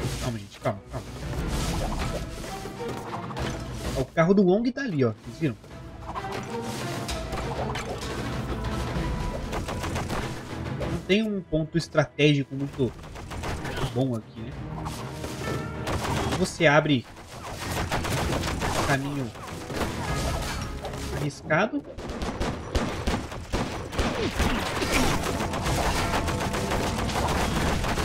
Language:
Portuguese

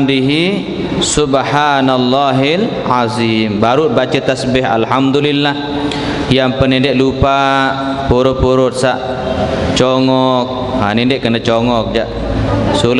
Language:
Sasak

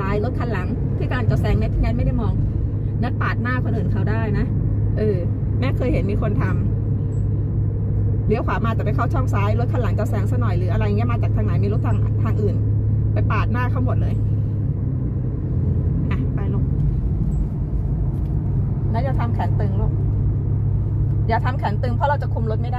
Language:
Thai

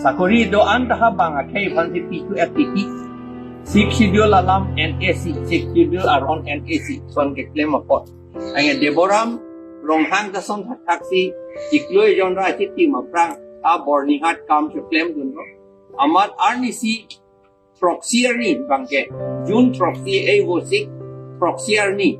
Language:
Karbi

